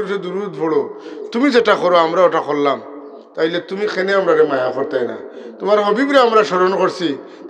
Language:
Sylheti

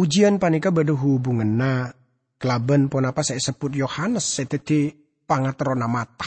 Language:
Madurese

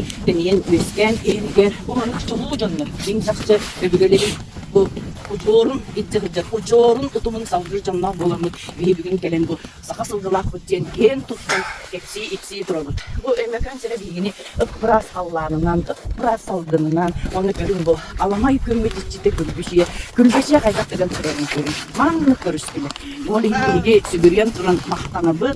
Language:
Yakut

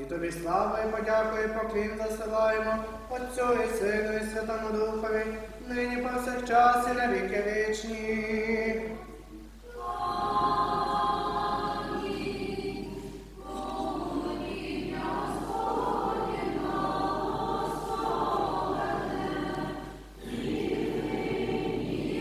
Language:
Ukrainian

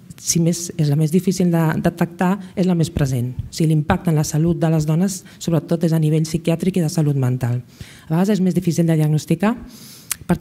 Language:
Catalan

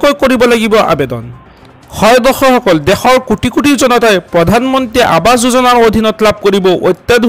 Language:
Assamese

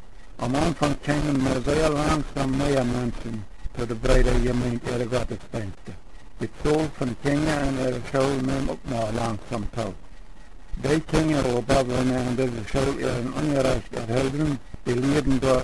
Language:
Plautdietsch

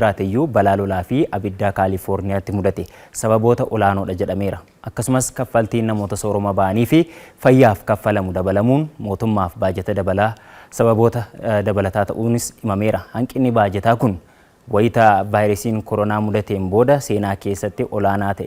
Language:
Oromo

